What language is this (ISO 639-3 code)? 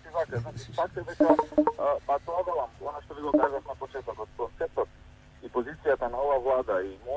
mkd